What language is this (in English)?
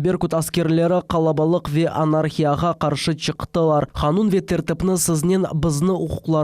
Crimean Tatar